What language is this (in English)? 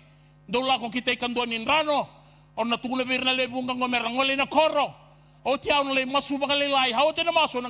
Fijian